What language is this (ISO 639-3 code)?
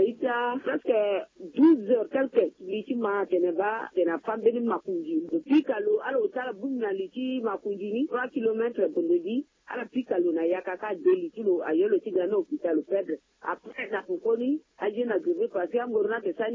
sag